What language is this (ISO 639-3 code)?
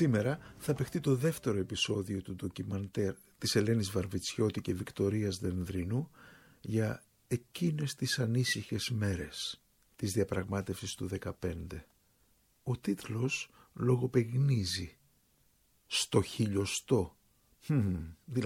ell